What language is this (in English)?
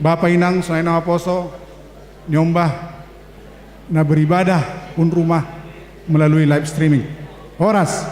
Batak Simalungun